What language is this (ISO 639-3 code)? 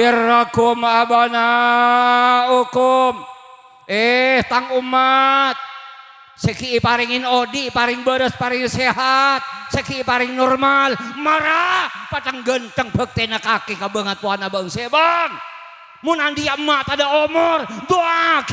mad